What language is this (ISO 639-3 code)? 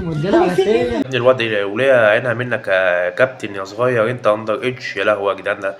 arz